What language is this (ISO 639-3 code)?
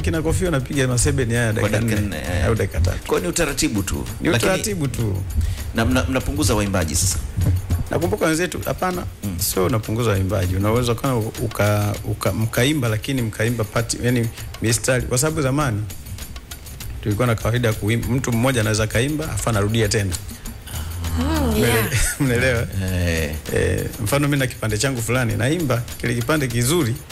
swa